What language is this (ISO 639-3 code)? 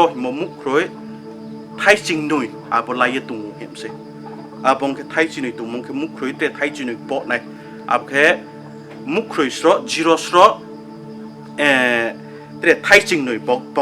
ria